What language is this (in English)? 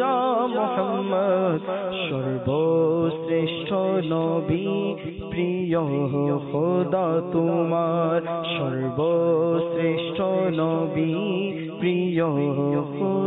Bangla